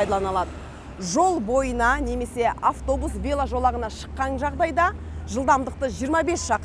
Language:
Kazakh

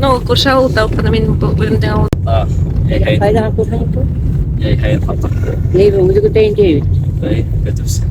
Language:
Bashkir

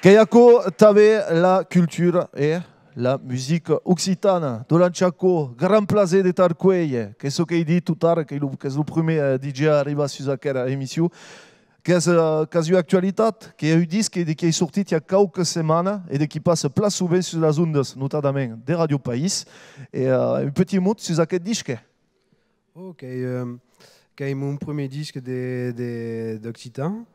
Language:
Occitan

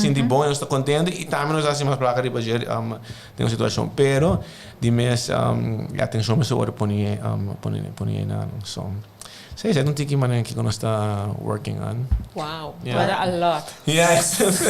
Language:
Papiamento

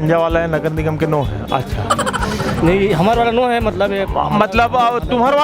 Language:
Chhattisgarhi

